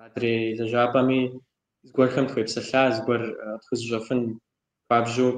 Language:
Kabardian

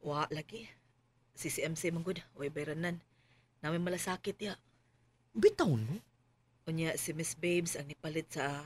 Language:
Cebuano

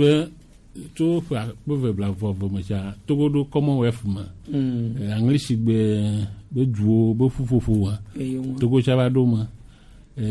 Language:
Gen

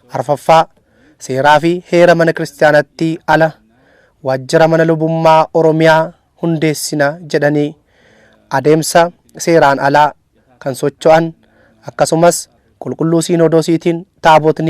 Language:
Oromo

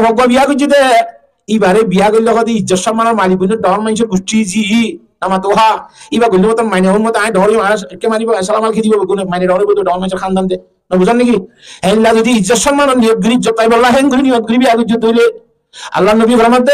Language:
Rohingya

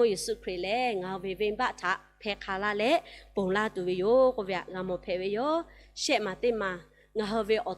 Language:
Lahu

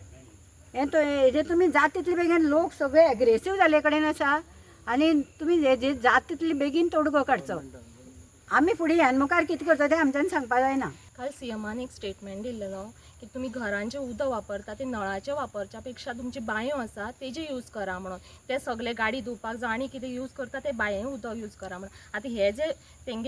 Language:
Konkani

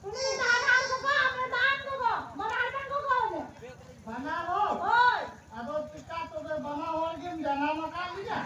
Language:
Santali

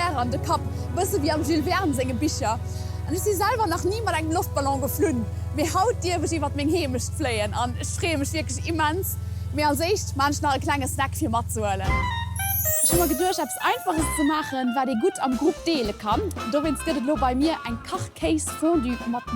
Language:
Luxembourgish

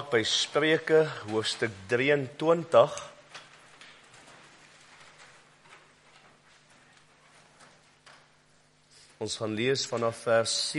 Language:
Afrikaans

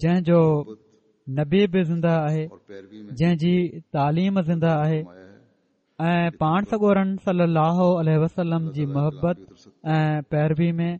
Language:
Sindhi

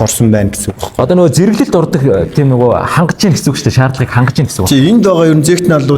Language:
Mongolian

